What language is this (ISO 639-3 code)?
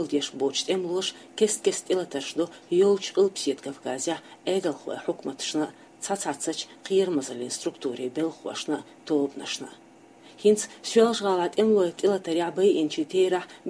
che